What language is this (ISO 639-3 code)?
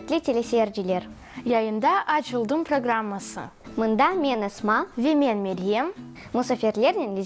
crh